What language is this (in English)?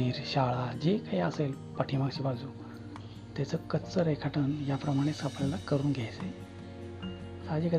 Marathi